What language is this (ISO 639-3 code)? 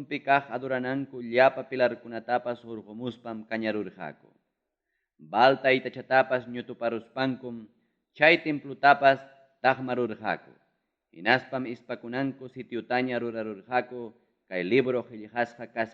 quy